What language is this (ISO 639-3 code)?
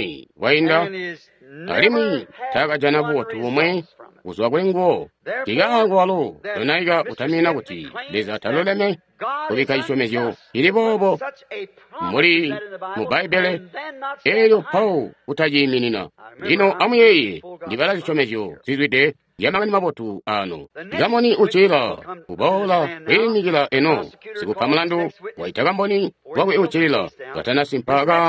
toi